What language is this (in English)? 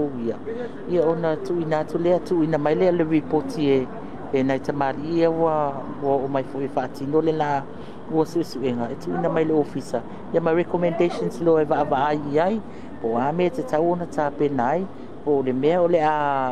Samoan